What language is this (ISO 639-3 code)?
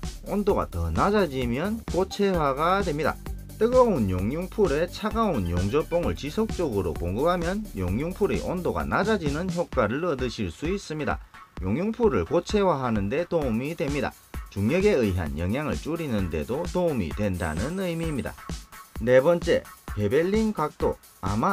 kor